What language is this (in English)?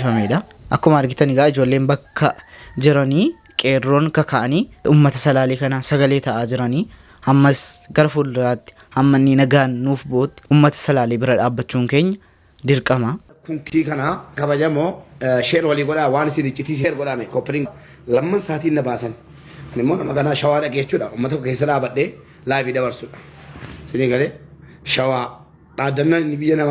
Oromo